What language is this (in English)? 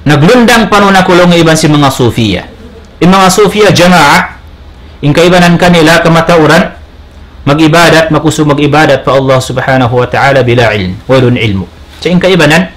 Tausug